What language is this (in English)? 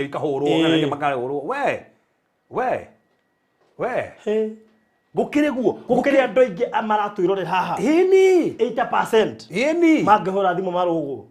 Kikuyu